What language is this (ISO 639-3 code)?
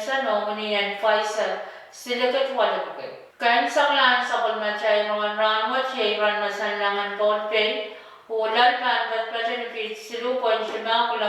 pon